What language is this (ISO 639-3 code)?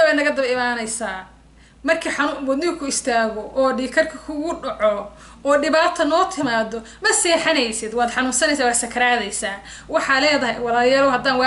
som